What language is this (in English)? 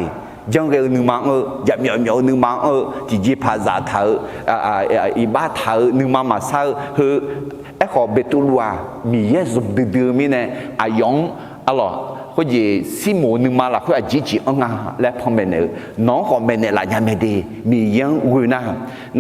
Akha